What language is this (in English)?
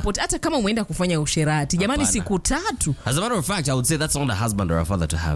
Swahili